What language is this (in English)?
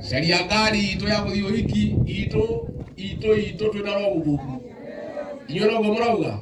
Kikuyu